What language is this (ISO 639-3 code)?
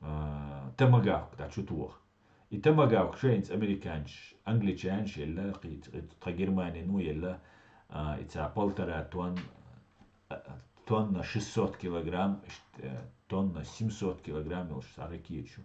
che